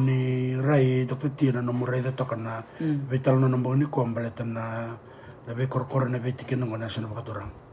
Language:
Fijian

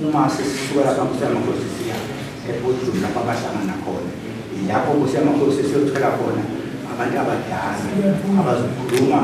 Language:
Zulu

